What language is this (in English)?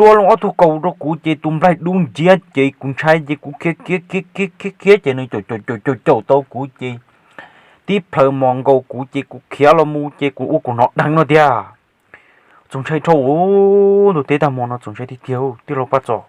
Hmong